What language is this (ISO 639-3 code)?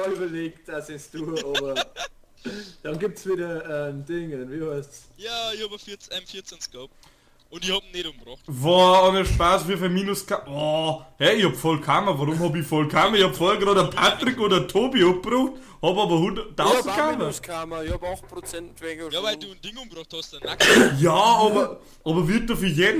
bar